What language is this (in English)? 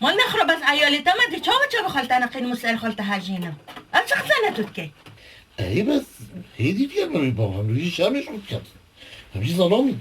Kurdish